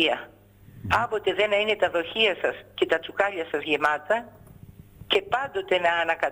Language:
Greek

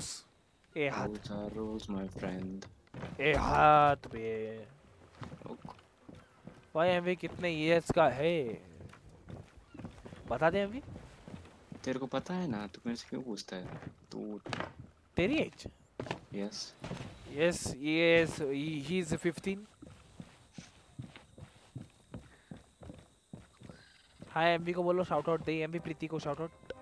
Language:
Hindi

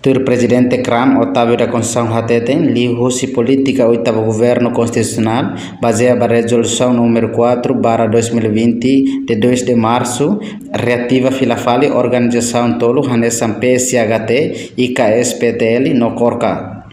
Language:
Tetum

